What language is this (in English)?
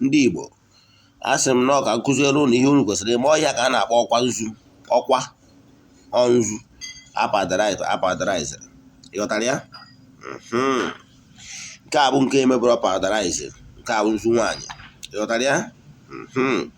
Igbo